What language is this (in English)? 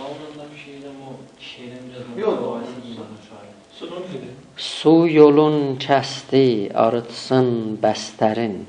South Azerbaijani